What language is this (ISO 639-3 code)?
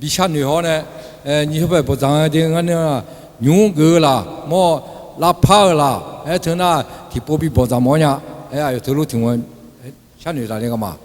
ahk